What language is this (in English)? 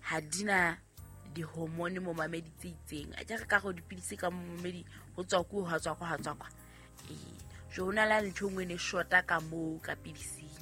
Southern Sotho